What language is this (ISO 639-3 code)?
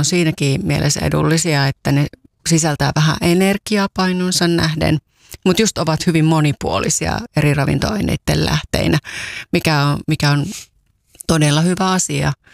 fin